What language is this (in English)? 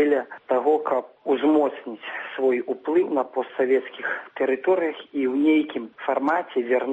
Belarusian